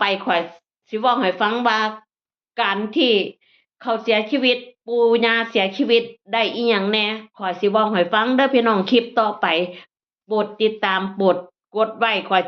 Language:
Northeastern Thai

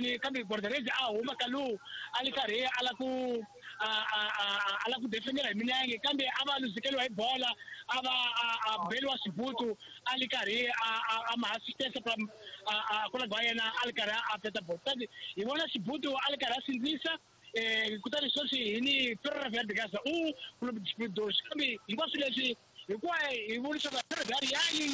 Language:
Tsonga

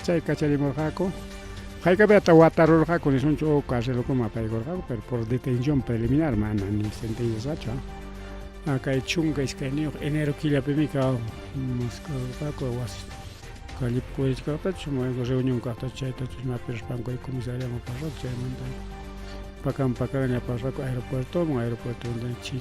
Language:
Ayacucho Quechua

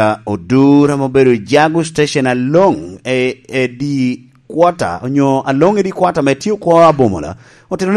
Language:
Lango (Uganda)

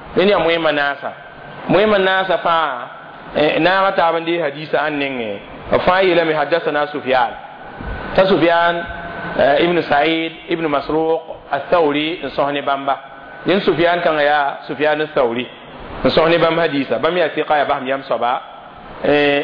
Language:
Mossi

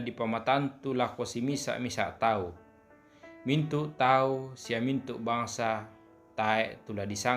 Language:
Toraja-Sa'dan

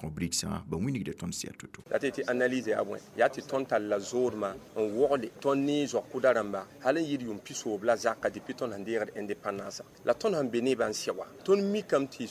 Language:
Mossi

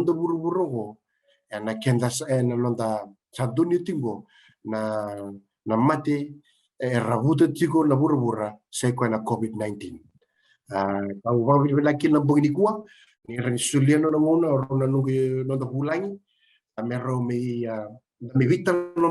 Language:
Fijian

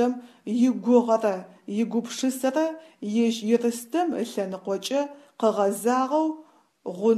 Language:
Adyghe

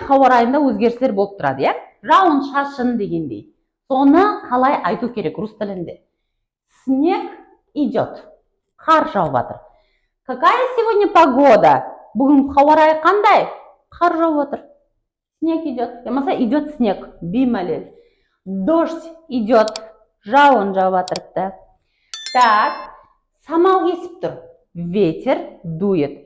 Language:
Kara-Kalpak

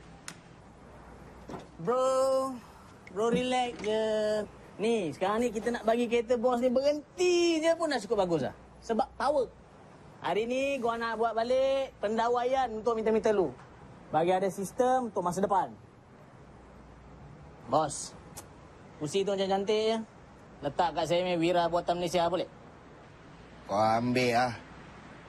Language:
Malay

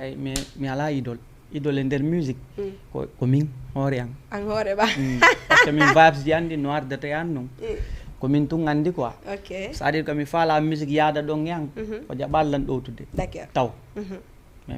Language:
Fula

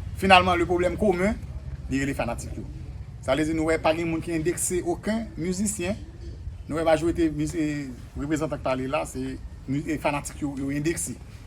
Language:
Haitian Creole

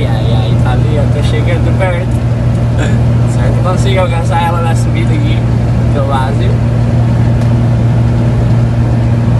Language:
Portuguese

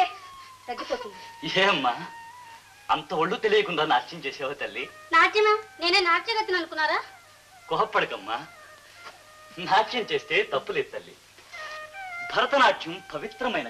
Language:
Telugu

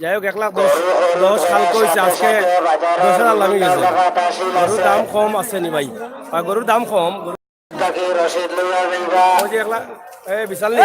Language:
Sylheti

